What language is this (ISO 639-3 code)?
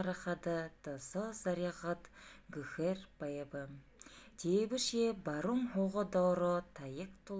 bua